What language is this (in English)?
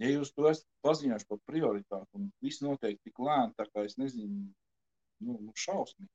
Latvian